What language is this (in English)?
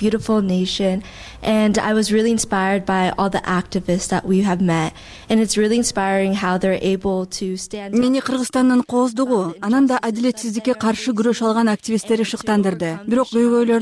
Kyrgyz